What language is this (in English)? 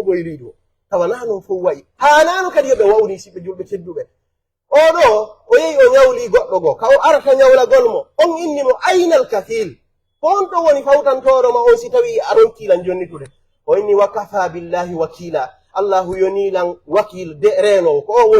Pular